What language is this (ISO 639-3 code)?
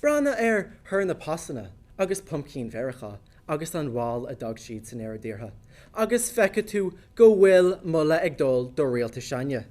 gle